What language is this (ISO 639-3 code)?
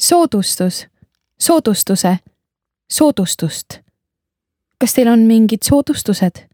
est